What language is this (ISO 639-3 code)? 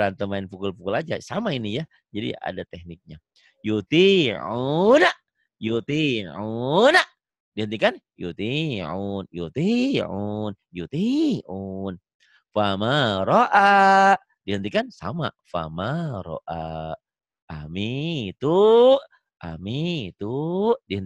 ind